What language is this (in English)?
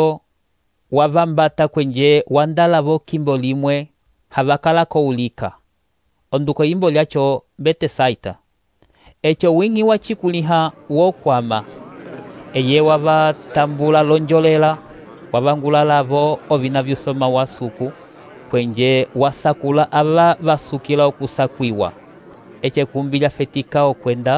Umbundu